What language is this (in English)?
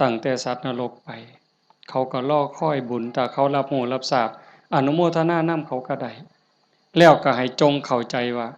Northeastern Thai